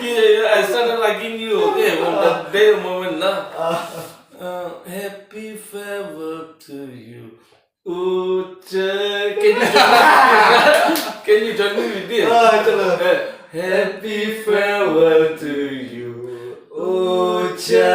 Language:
Naga Pidgin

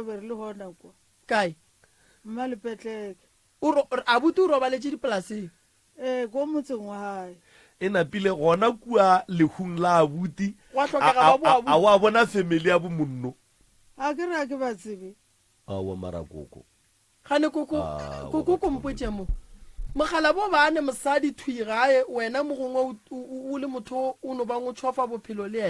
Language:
Northern Sotho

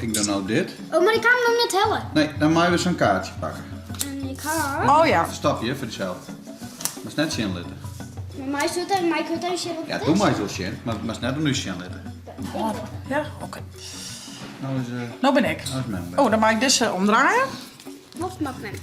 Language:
Western Frisian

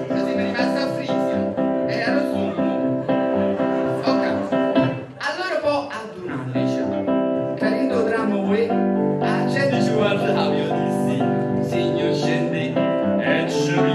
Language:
Neapolitan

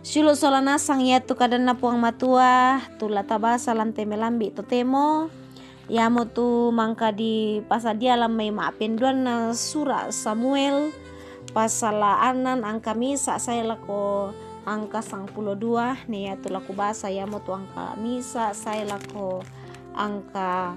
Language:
Toraja-Sa'dan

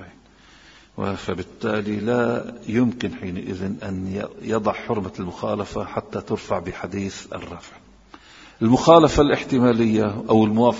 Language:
Arabic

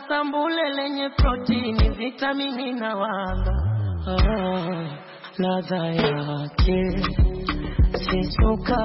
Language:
Swahili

